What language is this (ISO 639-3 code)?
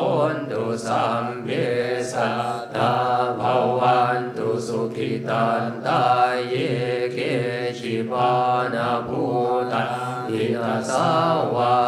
tha